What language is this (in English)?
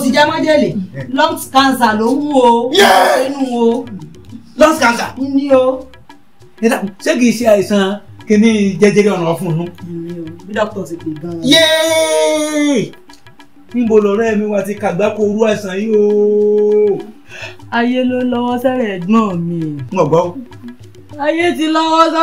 Yoruba